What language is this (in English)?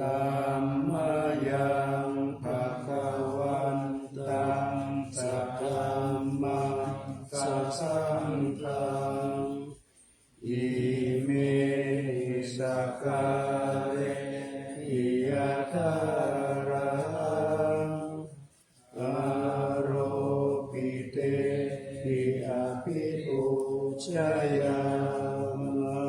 Pali